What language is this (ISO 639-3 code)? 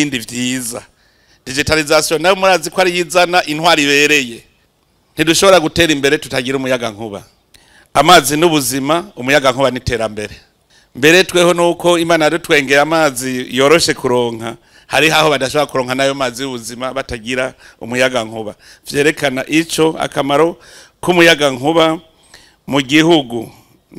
run